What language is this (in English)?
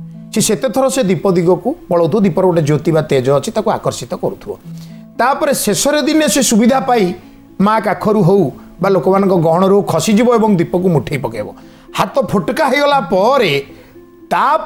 Odia